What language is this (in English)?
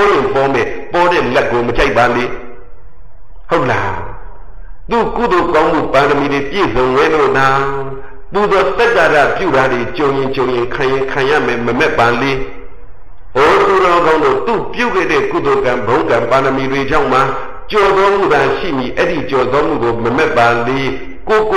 Burmese